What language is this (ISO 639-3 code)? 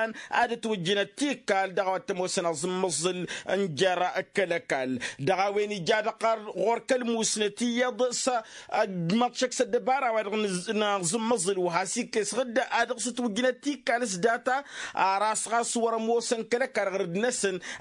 taq